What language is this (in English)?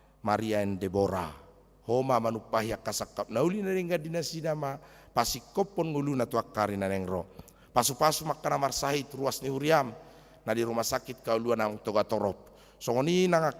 Batak Toba